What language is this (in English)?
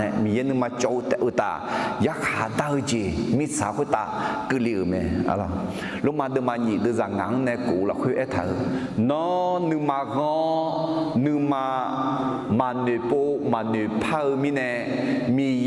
Akha